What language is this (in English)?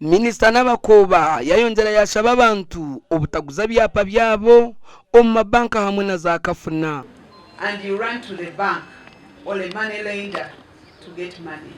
Nyankole